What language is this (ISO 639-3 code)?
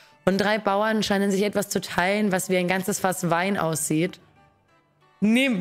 deu